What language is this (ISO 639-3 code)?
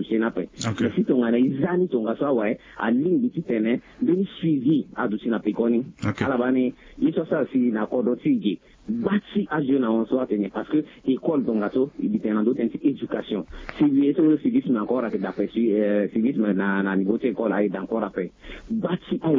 sag